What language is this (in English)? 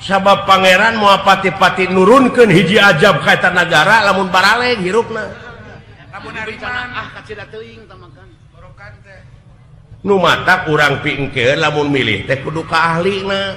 Sundanese